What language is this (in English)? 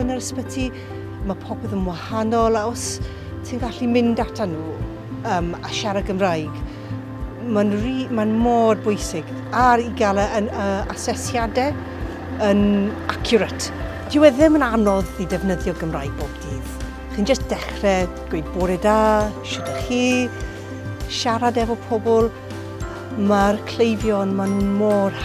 Welsh